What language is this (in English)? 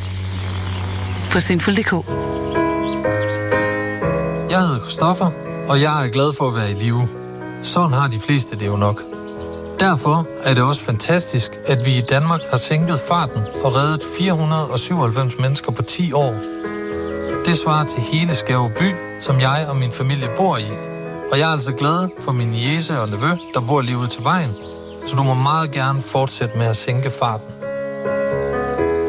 Danish